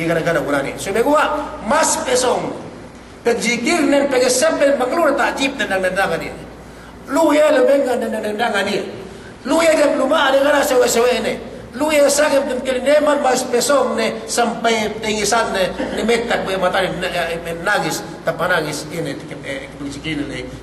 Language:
Yakan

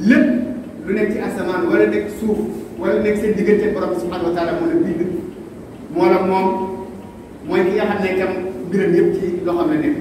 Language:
Wolof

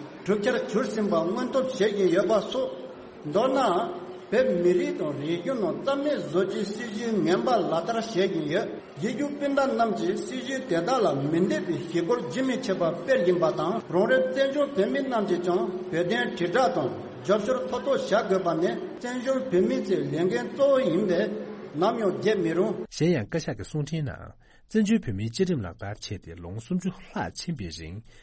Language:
Tibetan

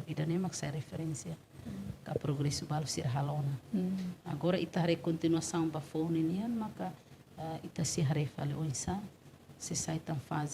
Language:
Tetum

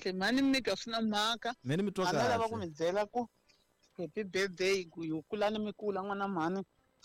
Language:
Tsonga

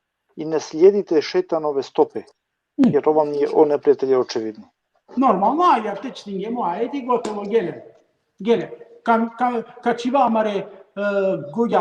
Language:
Balkan Romani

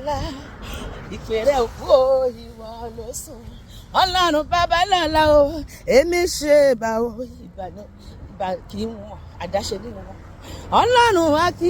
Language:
Yoruba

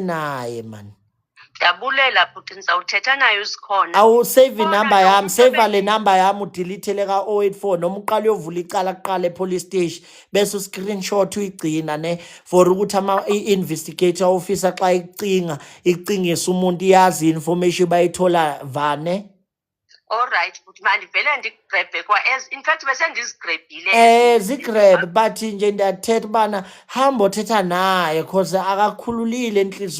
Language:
Zulu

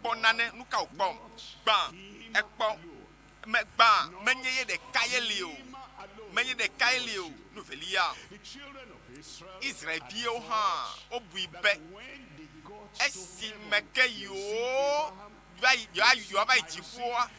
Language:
Ewe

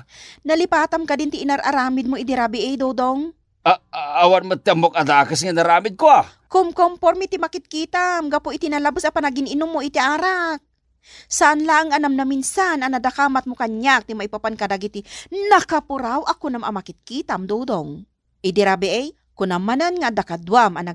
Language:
Iloko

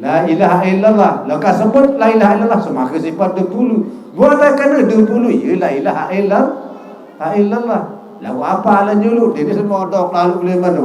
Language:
Sasak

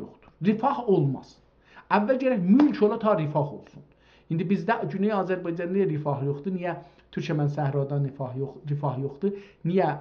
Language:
South Azerbaijani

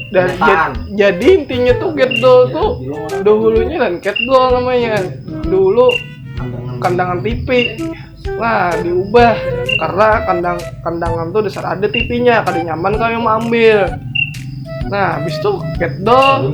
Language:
Banjar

